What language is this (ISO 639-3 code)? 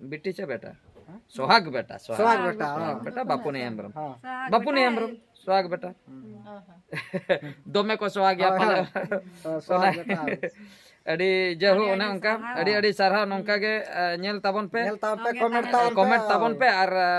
sat